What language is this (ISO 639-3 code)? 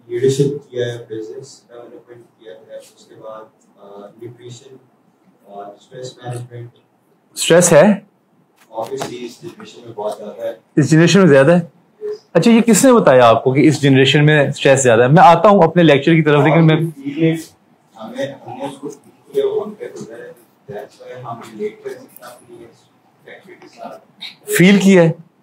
urd